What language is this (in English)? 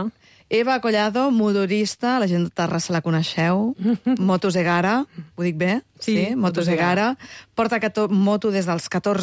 Catalan